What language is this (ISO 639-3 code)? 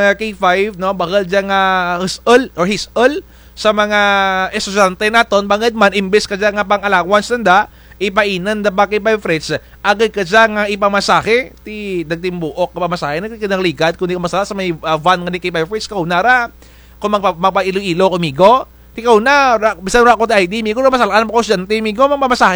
krj